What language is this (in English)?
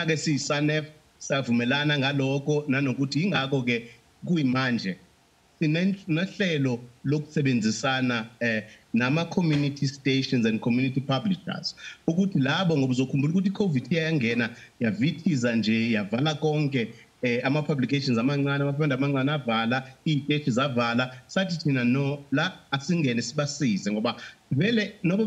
Zulu